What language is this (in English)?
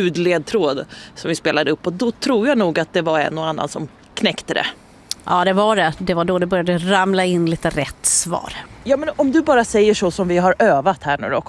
Swedish